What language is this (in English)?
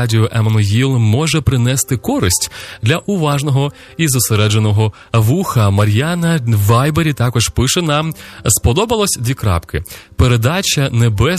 Ukrainian